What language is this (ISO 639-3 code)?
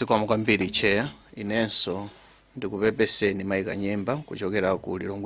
nya